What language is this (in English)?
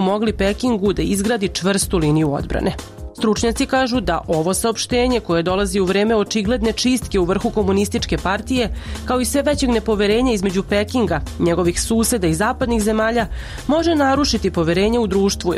Serbian